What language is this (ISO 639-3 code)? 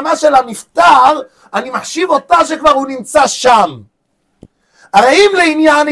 heb